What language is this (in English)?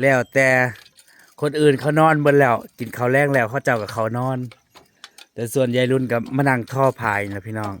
Northeastern Thai